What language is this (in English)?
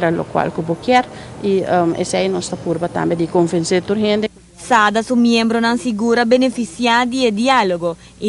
Papiamento